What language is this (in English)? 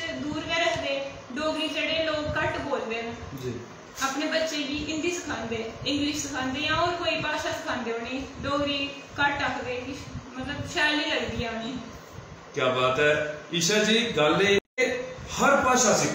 Dogri